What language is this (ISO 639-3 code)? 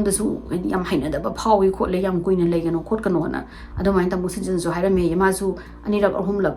mni